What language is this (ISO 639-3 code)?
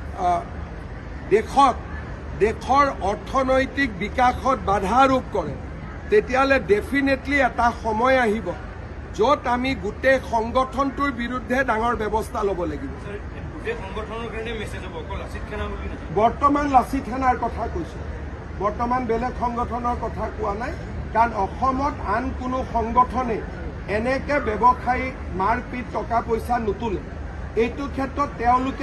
asm